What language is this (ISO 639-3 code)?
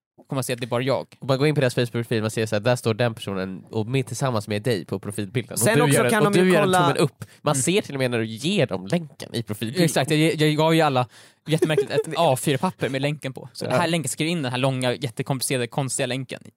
swe